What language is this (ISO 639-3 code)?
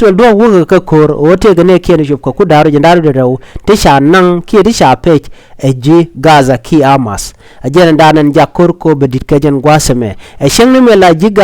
nus